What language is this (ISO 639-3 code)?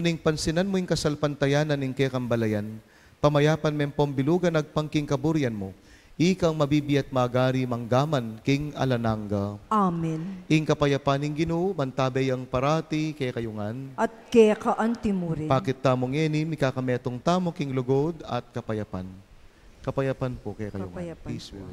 pam